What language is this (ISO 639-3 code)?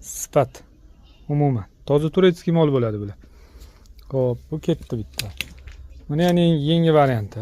uzb